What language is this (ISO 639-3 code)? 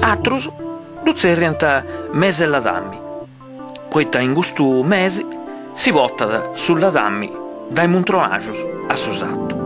srd